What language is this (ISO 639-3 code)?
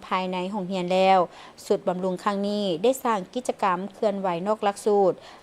lao